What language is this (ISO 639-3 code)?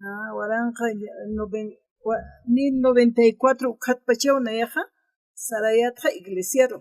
aym